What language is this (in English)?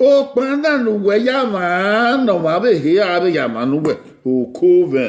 Bini